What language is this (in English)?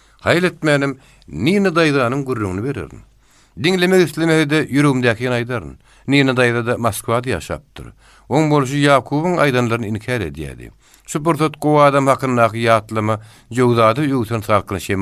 Turkmen